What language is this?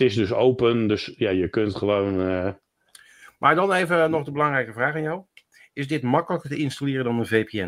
Dutch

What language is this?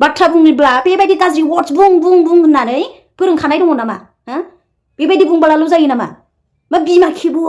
Bodo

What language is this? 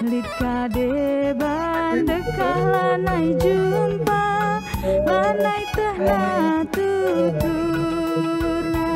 Batak Karo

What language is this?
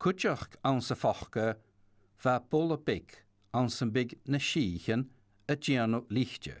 Scottish Gaelic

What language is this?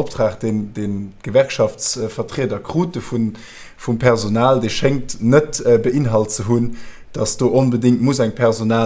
Luxembourgish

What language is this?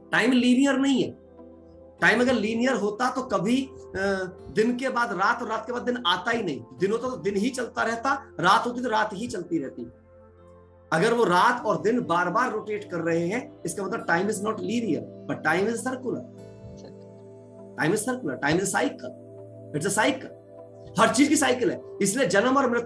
Hindi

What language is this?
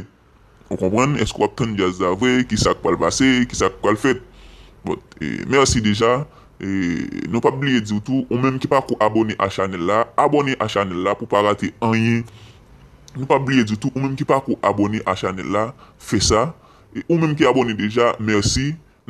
Haitian Creole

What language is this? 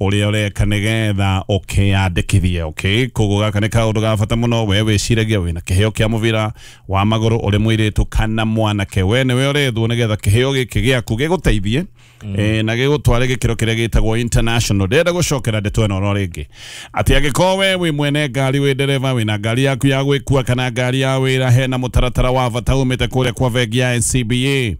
Kikuyu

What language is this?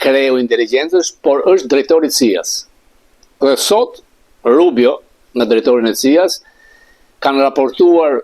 Albanian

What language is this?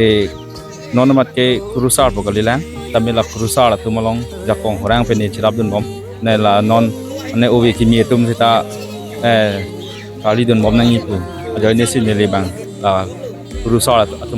Karbi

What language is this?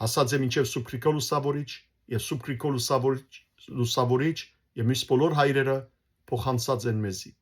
Western Armenian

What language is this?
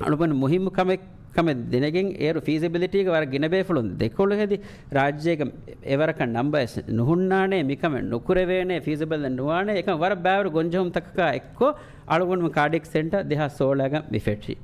Divehi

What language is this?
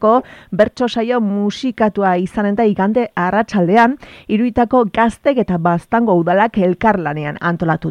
Basque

